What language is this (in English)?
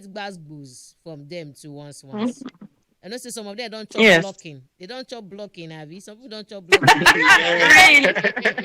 Nigerian Pidgin